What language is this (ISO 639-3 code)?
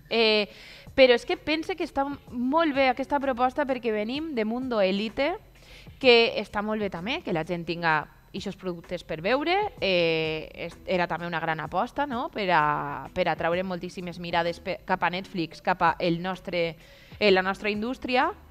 cat